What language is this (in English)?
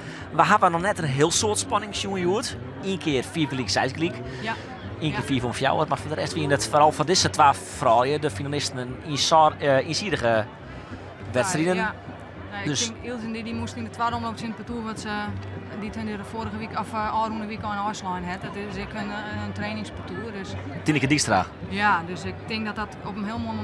Western Frisian